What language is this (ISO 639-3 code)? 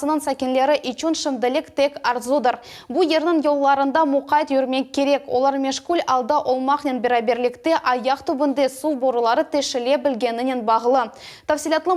crh